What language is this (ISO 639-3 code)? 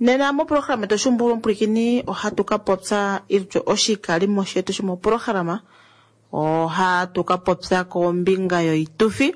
kua